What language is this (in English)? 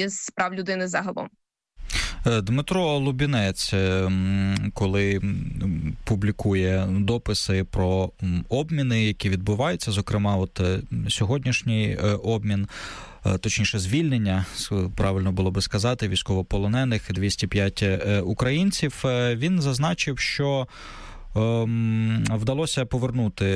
Ukrainian